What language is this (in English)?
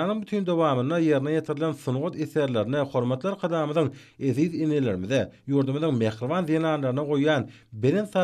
Turkmen